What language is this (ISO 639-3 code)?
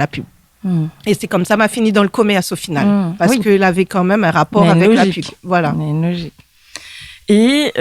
rcf